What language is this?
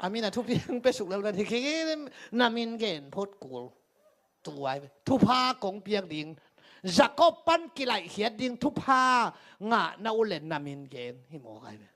Tedim Chin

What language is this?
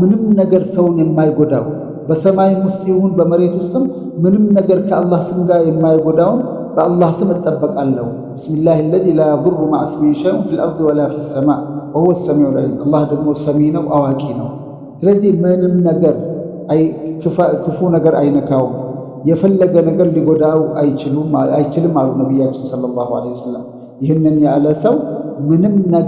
Amharic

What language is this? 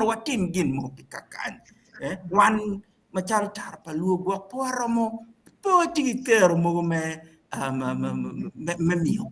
Acoli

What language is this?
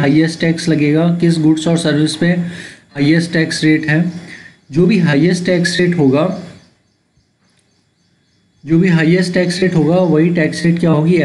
Hindi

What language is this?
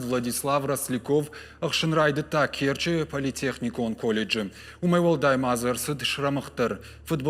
Ossetic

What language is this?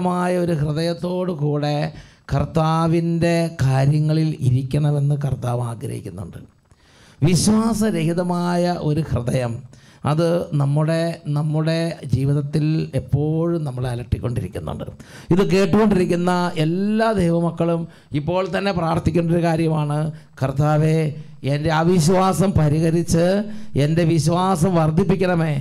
Malayalam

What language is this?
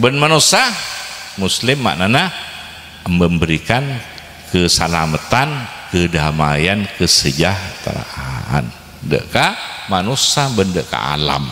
Madurese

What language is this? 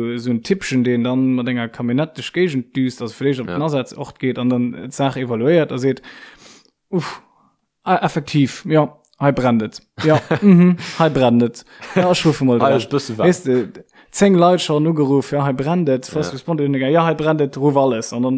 Luxembourgish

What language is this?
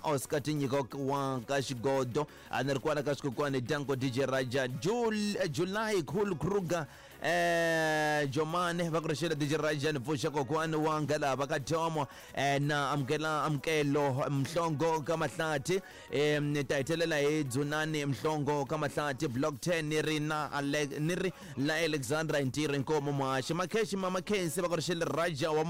Tsonga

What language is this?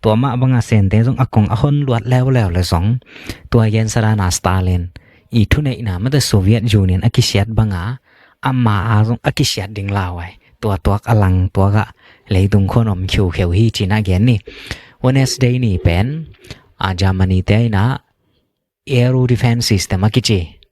Tedim Chin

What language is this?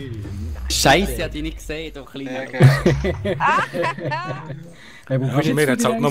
Swiss German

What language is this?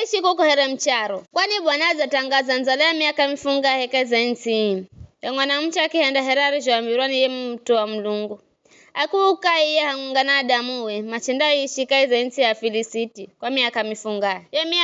Giryama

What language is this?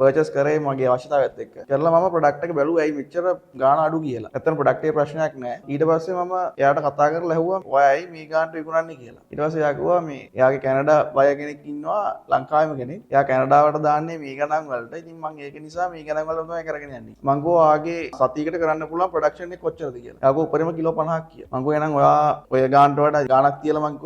Sinhala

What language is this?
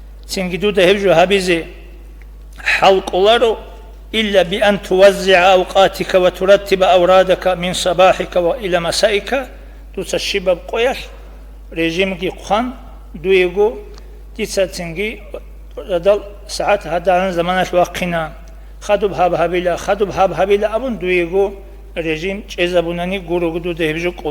Avaric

